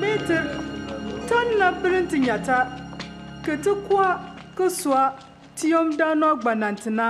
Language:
Bimoba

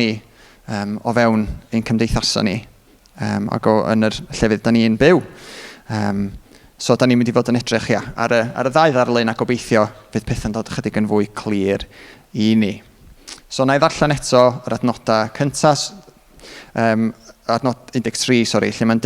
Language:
Welsh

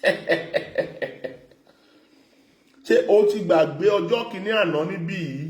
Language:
Yoruba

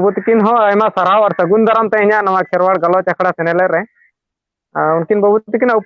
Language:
Santali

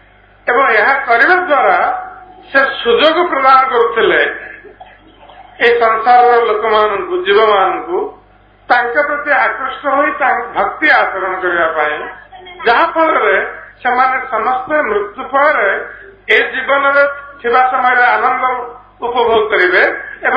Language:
Odia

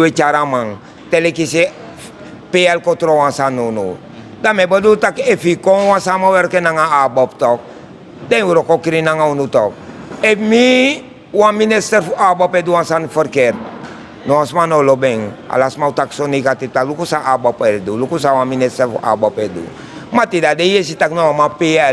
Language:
Sranan Tongo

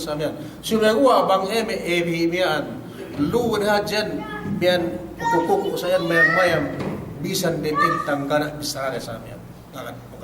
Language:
Yakan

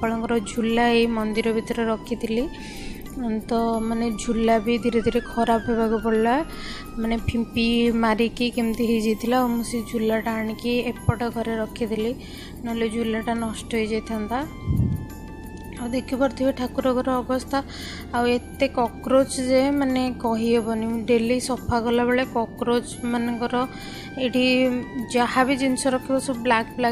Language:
Odia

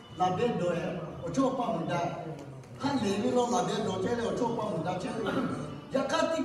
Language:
Lahu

